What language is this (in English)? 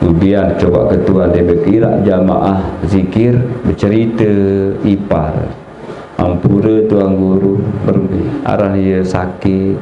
Sasak